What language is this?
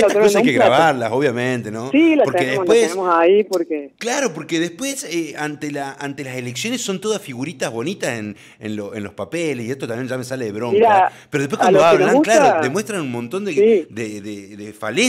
Spanish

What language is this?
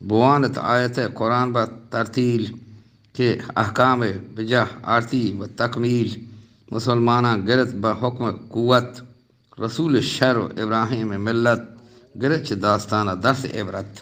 Eastern Balochi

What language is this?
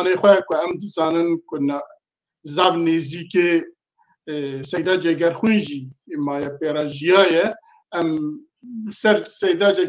Kurdish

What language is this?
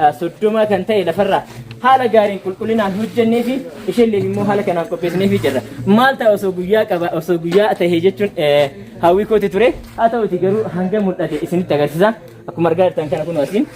Oromo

